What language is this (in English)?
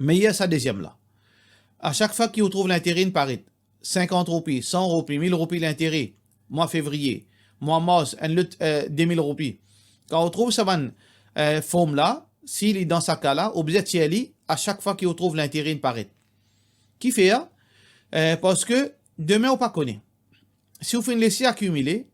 Morisyen